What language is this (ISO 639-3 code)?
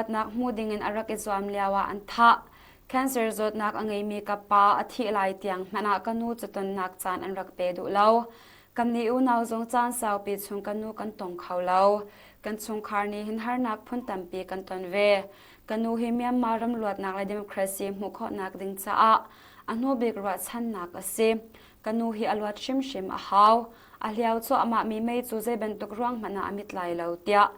cnh